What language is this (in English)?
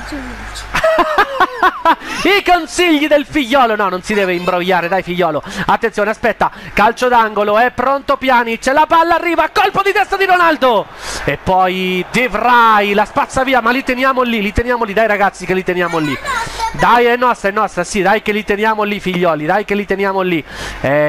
Italian